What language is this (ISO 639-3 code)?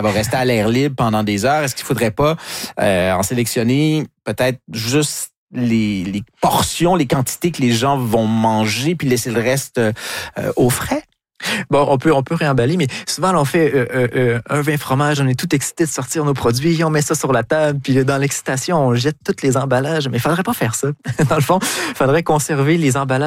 fra